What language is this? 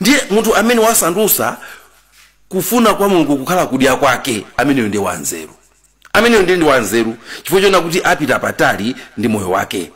Nyanja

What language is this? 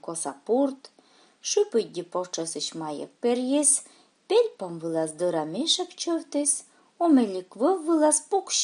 Komi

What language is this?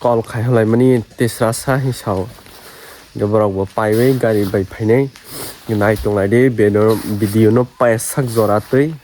Kok Borok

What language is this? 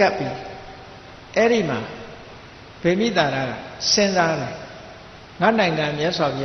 Burmese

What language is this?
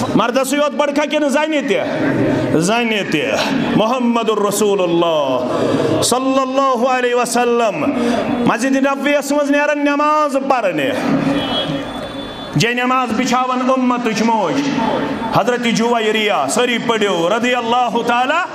Kashmiri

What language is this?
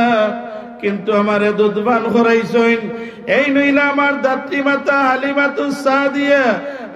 Sylheti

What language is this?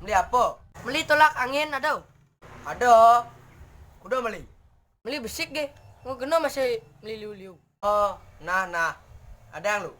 Balinese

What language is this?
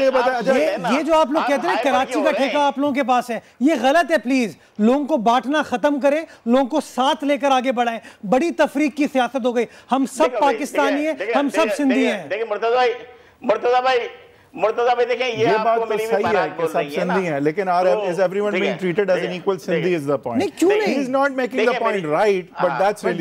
Urdu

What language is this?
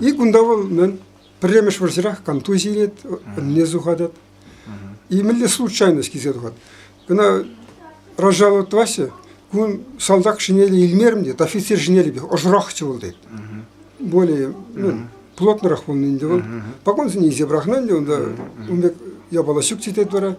Chuvash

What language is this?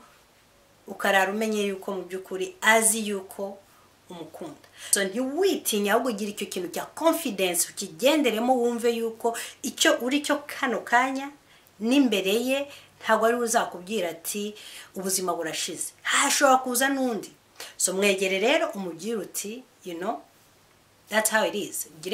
Kinyarwanda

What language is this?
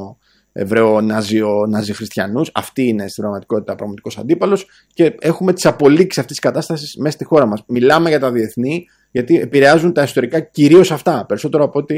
Greek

